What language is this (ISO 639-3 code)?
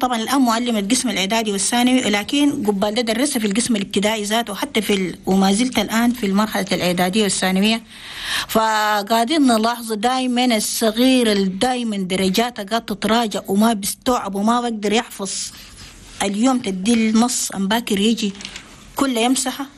shu